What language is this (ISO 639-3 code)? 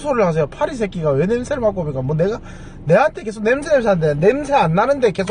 kor